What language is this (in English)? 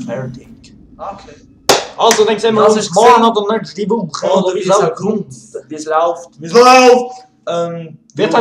Swiss German